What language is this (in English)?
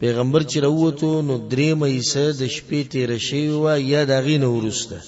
Pashto